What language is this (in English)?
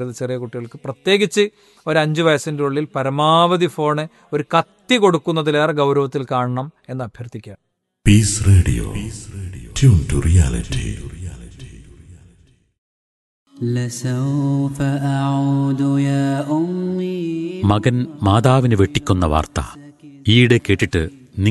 Malayalam